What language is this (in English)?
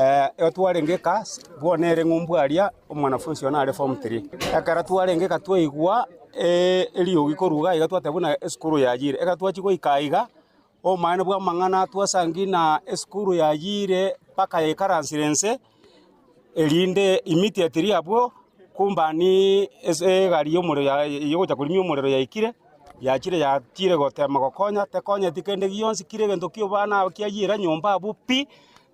Gusii